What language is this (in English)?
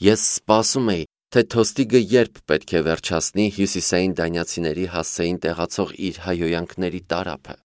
Armenian